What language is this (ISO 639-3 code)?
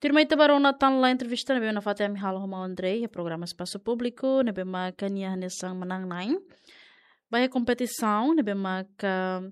tet